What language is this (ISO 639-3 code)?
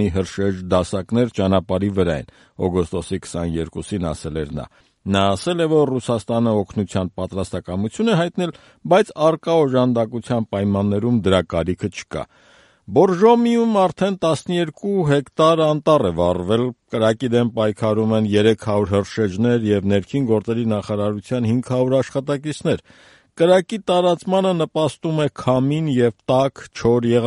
hye